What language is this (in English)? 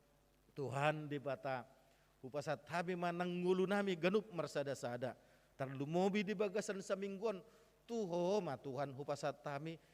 Batak Toba